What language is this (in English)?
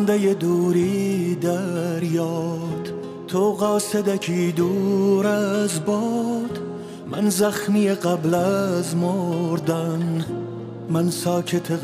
Persian